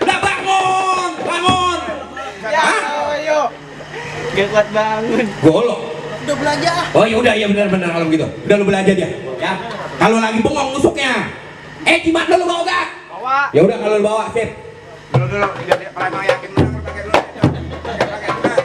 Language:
Betawi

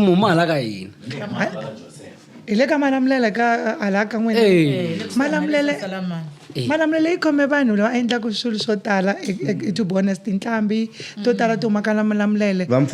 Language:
Tsonga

